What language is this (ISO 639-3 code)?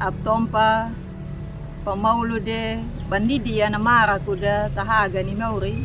akg